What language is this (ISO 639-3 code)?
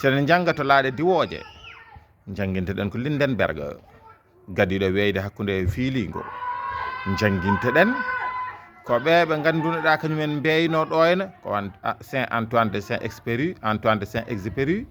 ful